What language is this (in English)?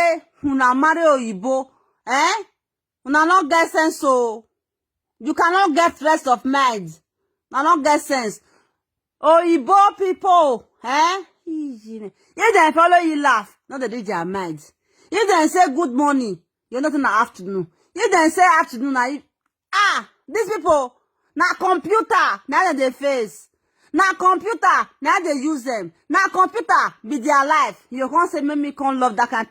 Nigerian Pidgin